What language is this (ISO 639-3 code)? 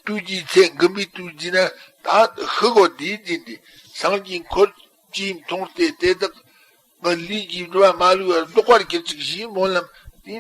bod